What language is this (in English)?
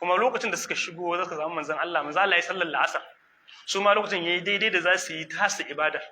Hausa